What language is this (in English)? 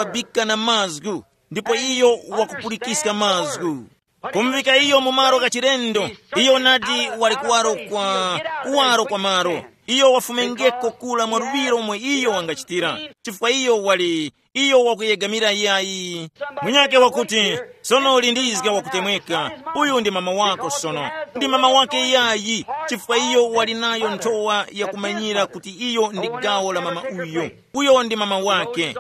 Tumbuka